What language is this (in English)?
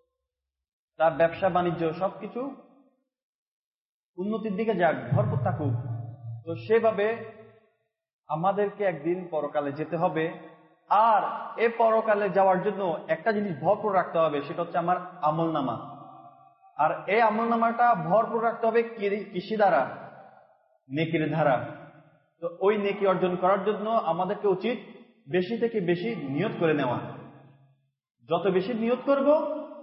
Bangla